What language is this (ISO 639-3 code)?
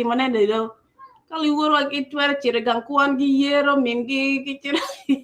ach